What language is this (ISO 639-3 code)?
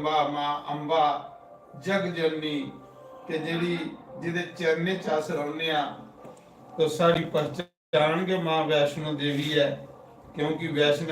doi